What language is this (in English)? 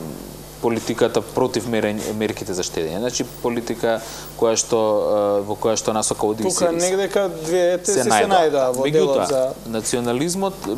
Macedonian